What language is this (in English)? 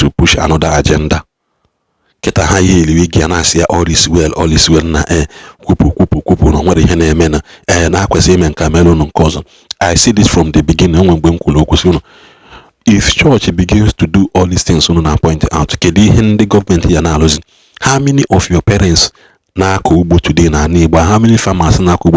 Igbo